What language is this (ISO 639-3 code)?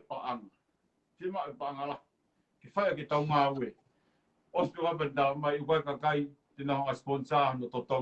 ton